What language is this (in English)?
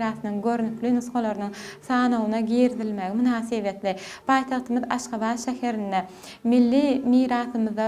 Turkmen